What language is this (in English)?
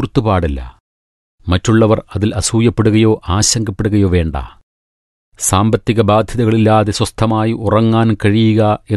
Malayalam